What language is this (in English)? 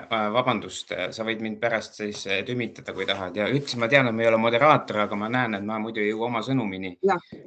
Estonian